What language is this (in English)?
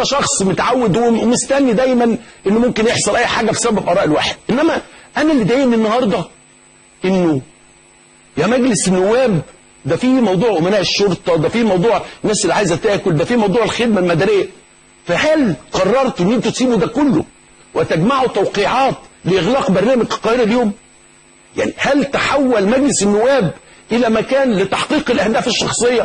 Egyptian Arabic